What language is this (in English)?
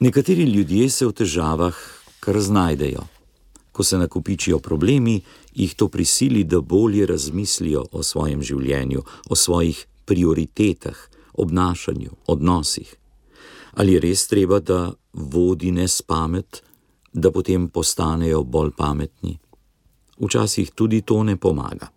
Slovenian